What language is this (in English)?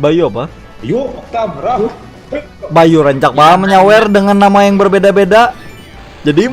Banjar